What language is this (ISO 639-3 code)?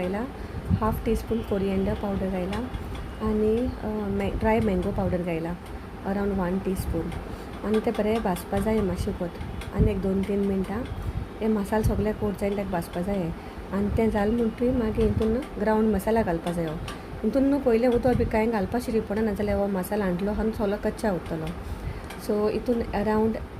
kok